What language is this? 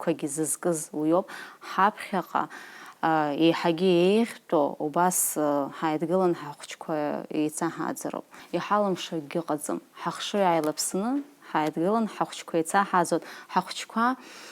Abkhazian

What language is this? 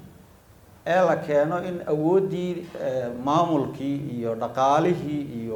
Somali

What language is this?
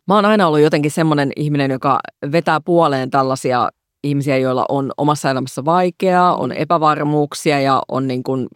Finnish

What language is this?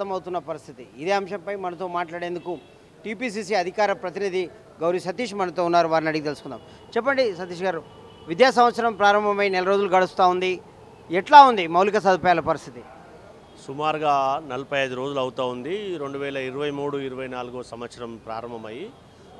Telugu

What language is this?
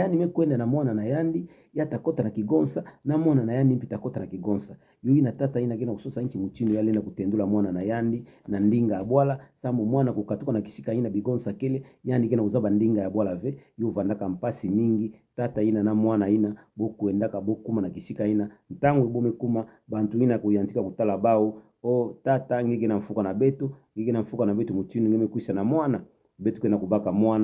Kituba (Democratic Republic of Congo)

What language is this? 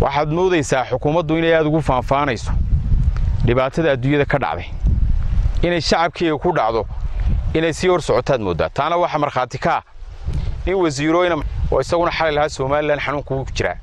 Somali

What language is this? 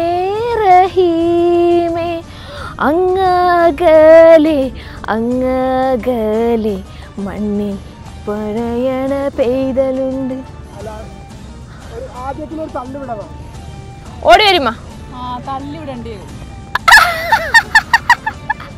Malayalam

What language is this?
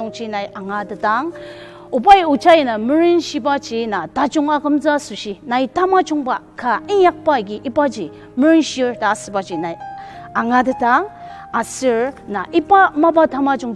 Ao Naga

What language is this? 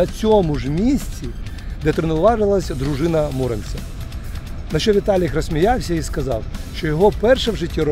Ukrainian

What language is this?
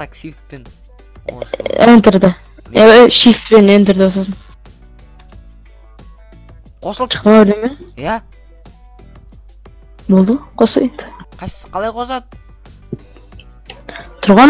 Kazakh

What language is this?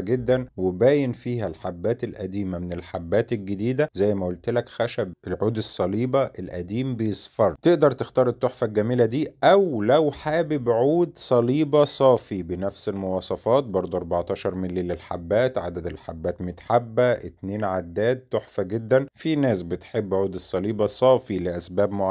Egyptian Arabic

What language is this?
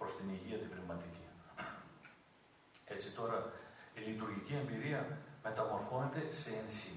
Greek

